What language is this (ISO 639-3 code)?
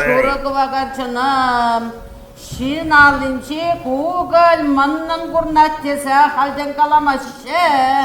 chv